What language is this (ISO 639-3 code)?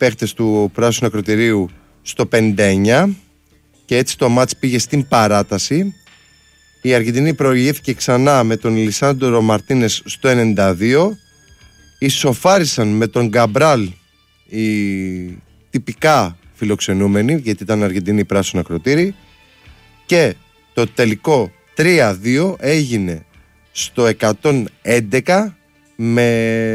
ell